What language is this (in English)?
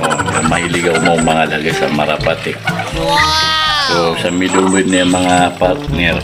Maranao